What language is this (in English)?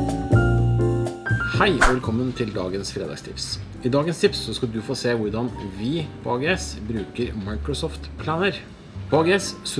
Norwegian